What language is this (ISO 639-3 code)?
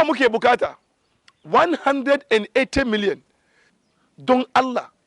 hau